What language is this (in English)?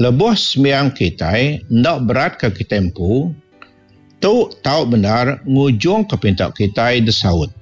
Iban